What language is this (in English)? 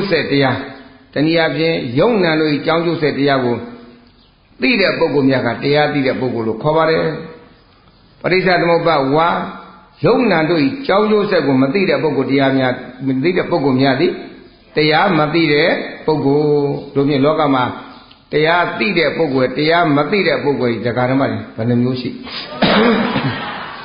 Burmese